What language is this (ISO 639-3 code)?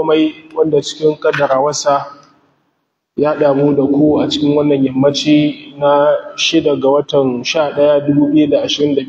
hau